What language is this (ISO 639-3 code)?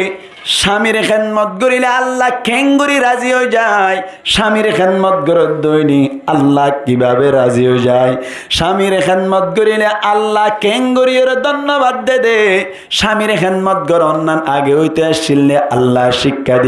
rhg